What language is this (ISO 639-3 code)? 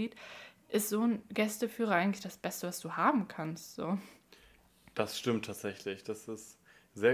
deu